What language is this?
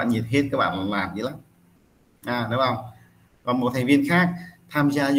Vietnamese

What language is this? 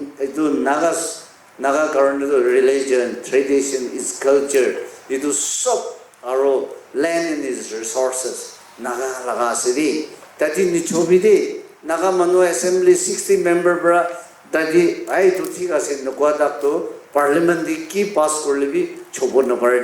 Naga Pidgin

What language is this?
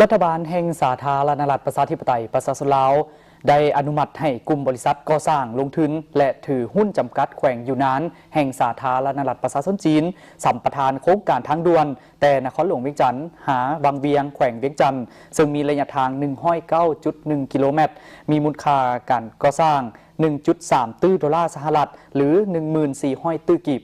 Lao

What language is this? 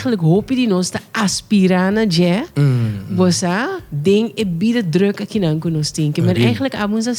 Papiamento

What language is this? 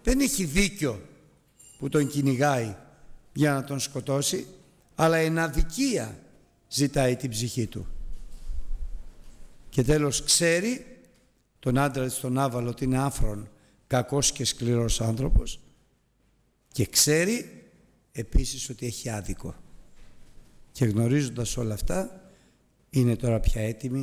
Greek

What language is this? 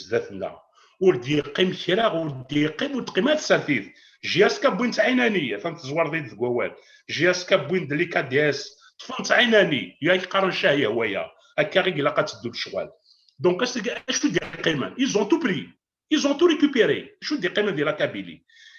Kabyle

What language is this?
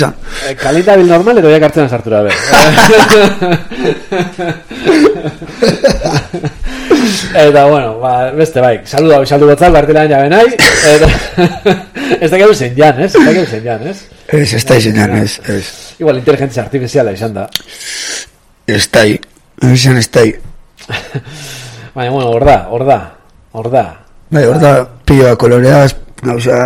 Basque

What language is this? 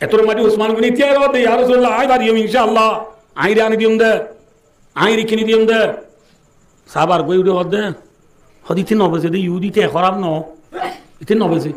Rohingya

